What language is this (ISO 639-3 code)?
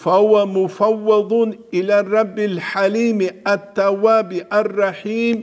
ava